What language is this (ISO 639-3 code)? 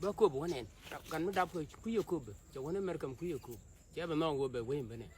nus